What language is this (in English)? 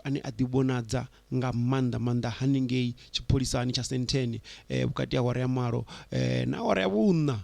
Venda